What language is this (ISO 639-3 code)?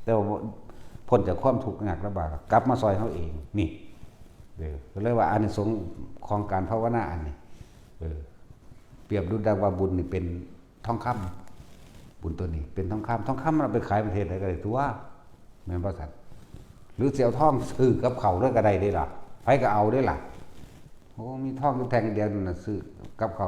tts